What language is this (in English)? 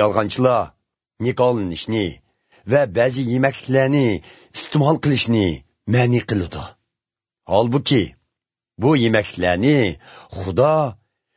Uyghur